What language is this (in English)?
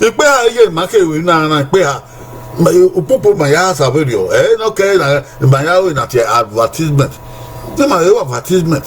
Bini